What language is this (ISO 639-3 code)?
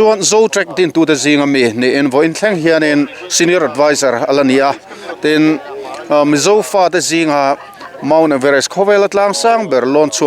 lus